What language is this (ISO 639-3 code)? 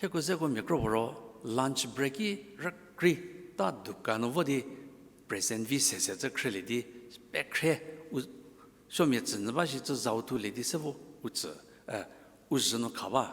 njm